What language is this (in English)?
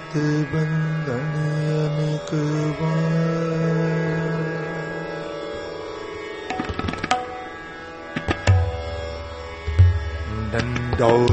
Hindi